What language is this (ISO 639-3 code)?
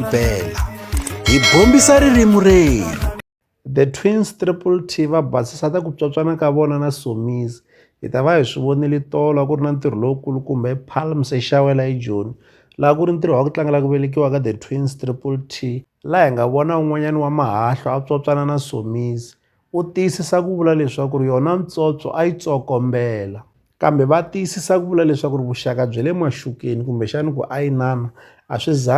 tso